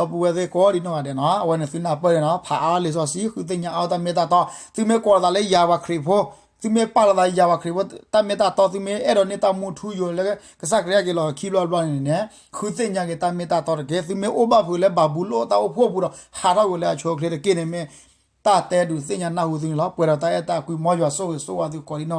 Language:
S'gaw Karen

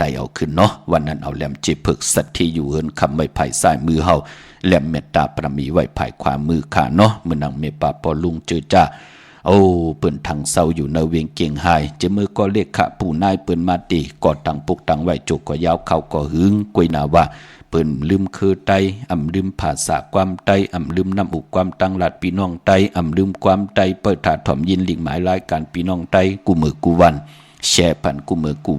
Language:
Shan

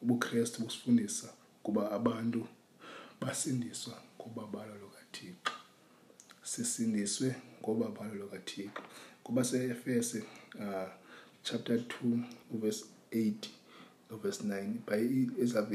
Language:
Xhosa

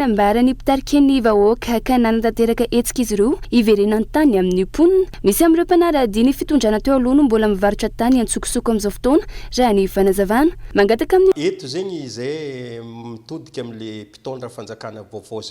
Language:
Malagasy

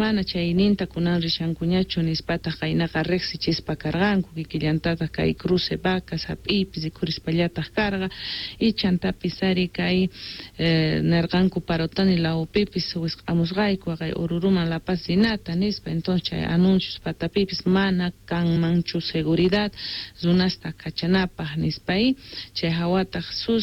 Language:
Quechua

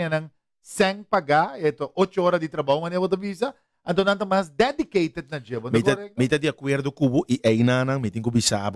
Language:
Papiamento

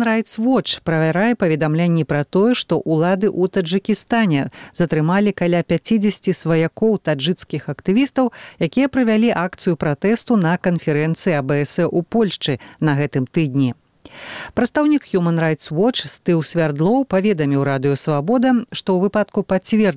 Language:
Belarusian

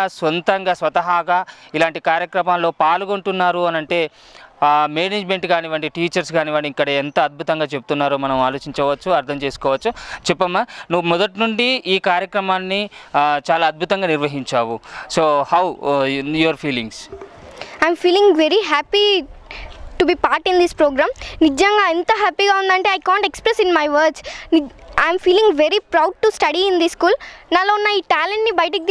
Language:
Telugu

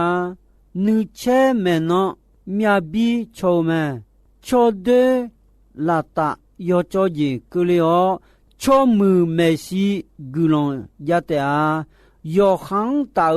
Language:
Akha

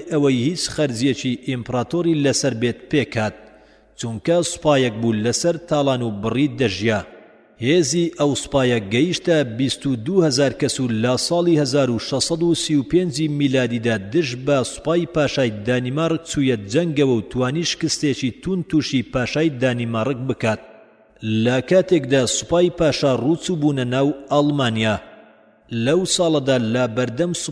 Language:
Central Kurdish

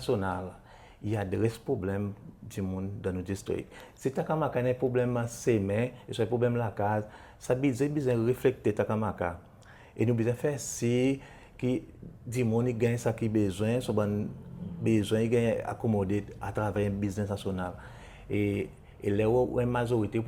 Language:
Seselwa Creole French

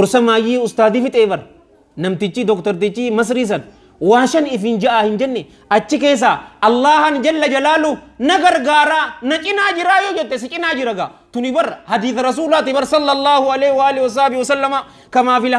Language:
Oromo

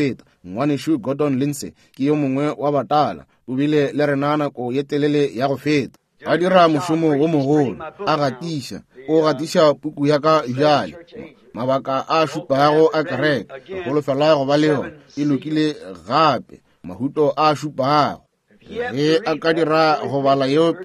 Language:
Northern Sotho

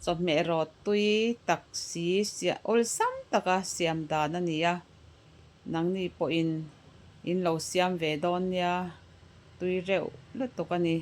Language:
Mizo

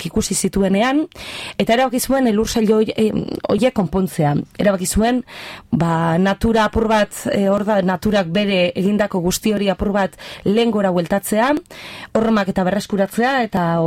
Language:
Basque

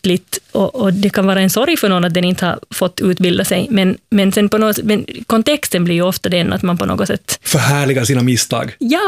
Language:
Swedish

